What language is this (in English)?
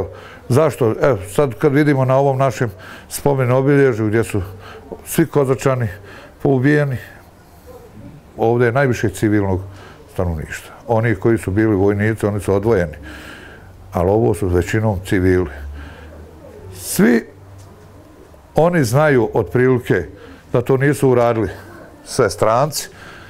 Bosnian